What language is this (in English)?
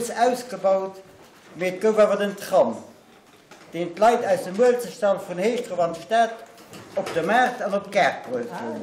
Luxembourgish